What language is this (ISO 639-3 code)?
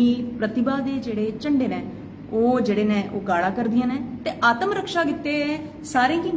doi